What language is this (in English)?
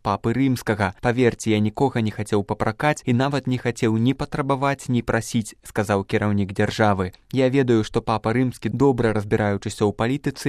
Belarusian